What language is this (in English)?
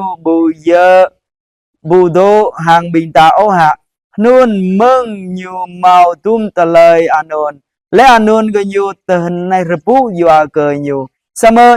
Jarai